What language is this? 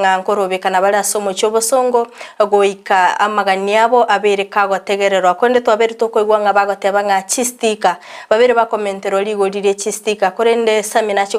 Gusii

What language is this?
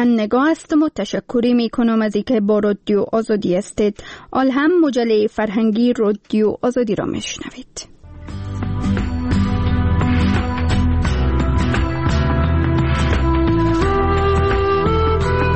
Persian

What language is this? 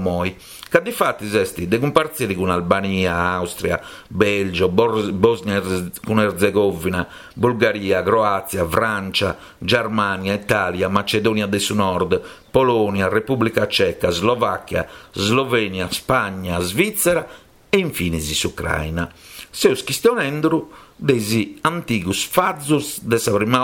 Sardinian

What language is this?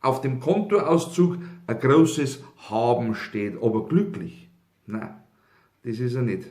Bavarian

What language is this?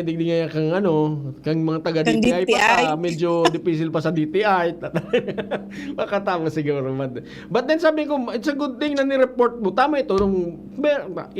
Bikol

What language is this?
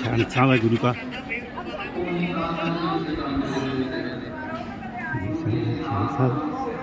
Punjabi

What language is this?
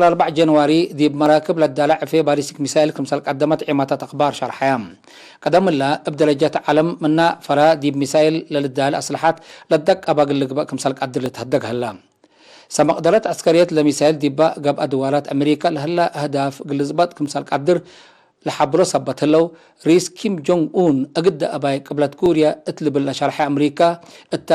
Tigre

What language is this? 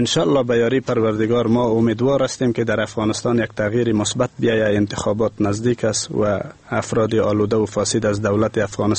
Persian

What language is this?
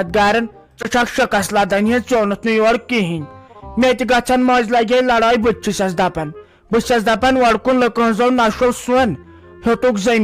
Kashmiri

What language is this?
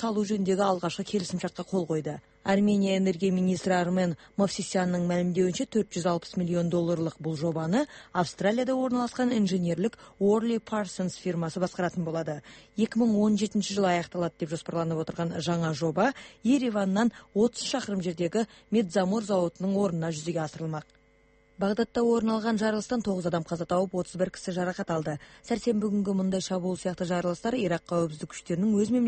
Kazakh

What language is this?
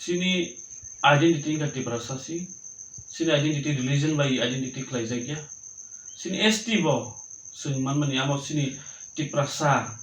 Kok Borok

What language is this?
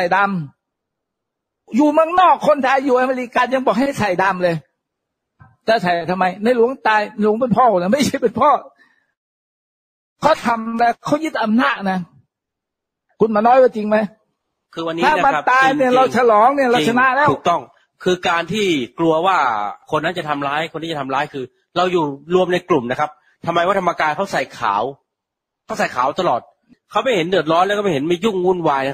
Thai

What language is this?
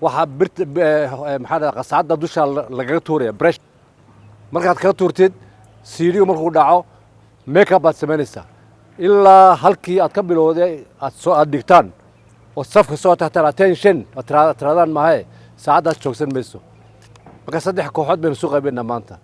Somali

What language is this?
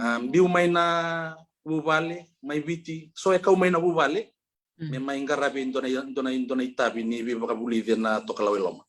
Fijian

